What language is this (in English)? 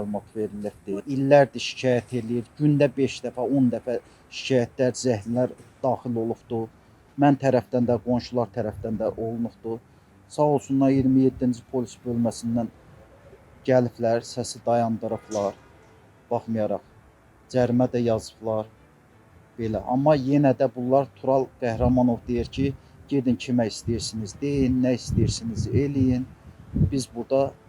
Azerbaijani